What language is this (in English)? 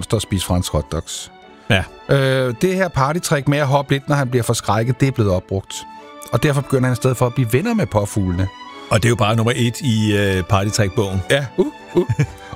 Danish